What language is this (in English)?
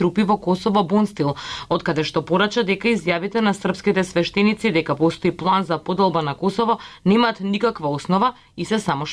Macedonian